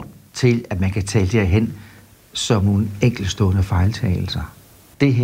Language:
Danish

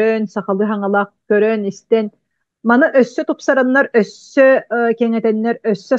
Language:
Yakut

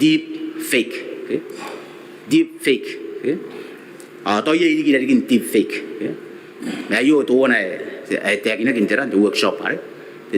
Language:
Gilbertese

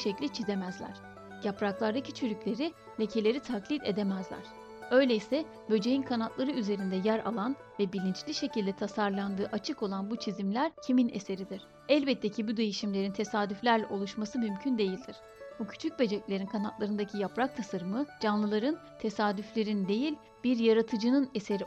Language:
Turkish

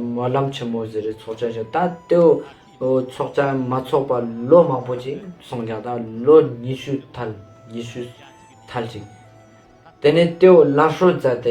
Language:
Ladakhi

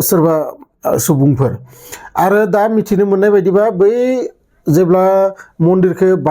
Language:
Bodo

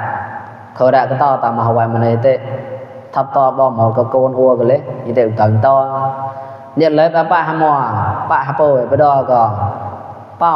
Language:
Mon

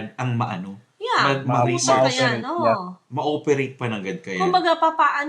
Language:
Bikol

